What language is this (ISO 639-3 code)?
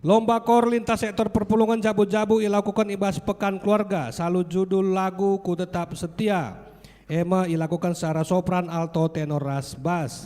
btx